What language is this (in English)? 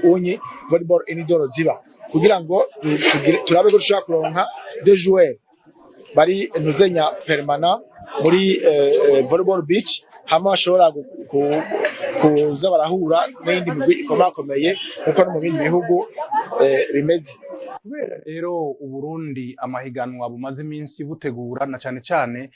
Rundi